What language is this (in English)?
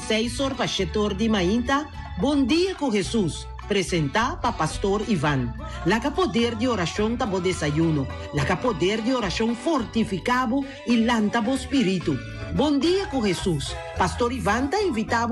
Papiamento